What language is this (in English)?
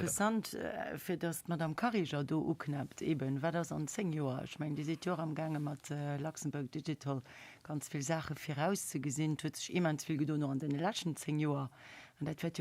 Luxembourgish